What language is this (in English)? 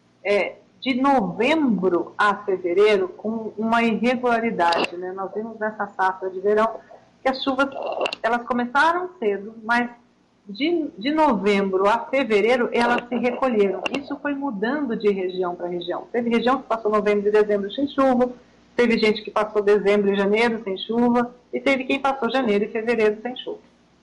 Portuguese